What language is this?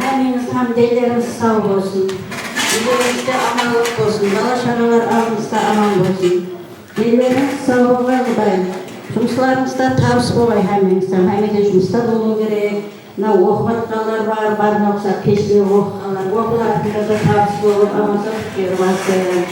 Kara-Kalpak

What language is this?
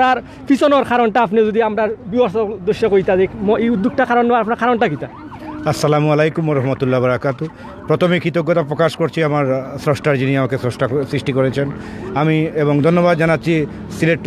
Sylheti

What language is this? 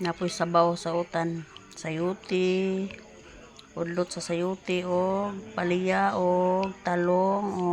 Cebuano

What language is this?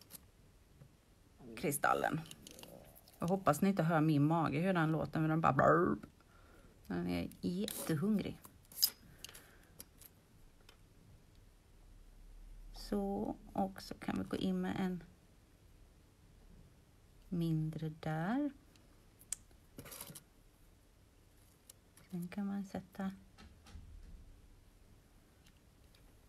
Swedish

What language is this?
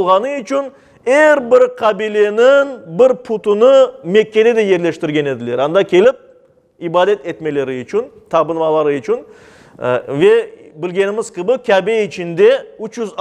Crimean Tatar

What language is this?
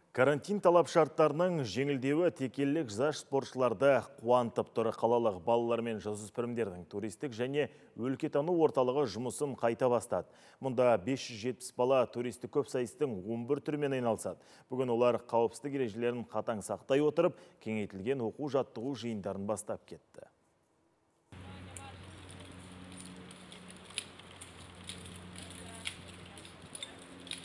Kazakh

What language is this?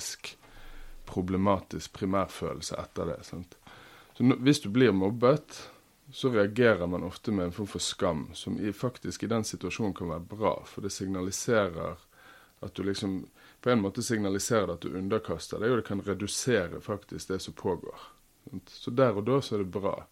Norwegian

